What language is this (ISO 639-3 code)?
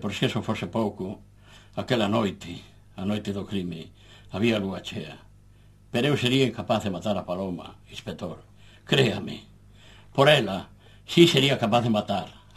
glg